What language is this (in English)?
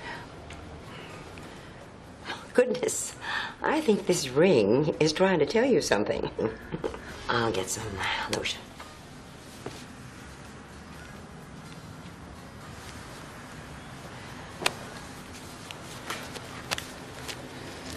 English